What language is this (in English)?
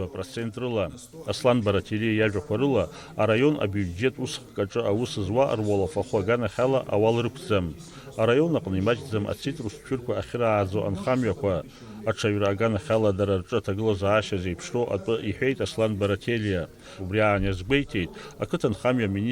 Abkhazian